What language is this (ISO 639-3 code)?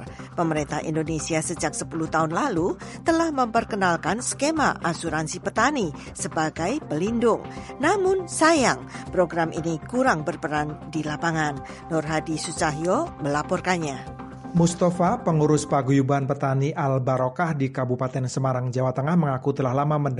ind